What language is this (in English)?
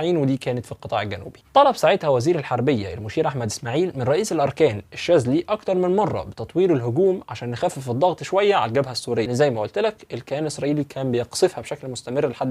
Egyptian Arabic